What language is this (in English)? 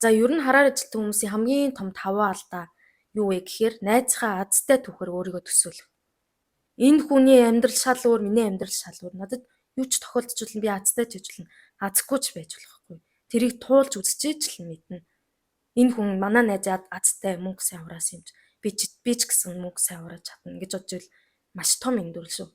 Mongolian